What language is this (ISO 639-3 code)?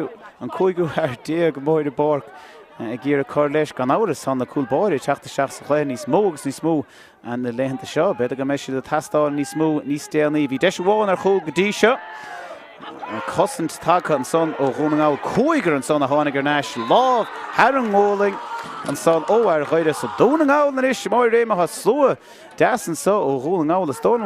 gle